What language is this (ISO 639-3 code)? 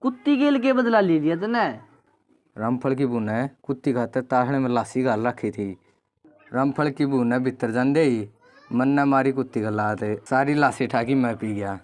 bgc